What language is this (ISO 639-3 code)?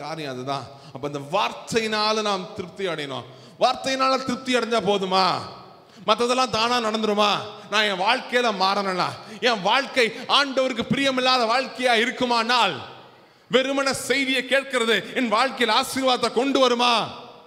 tam